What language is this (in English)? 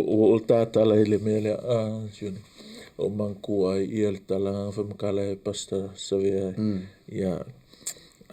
Samoan